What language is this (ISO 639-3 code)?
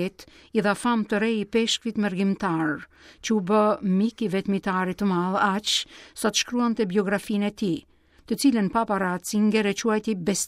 sqi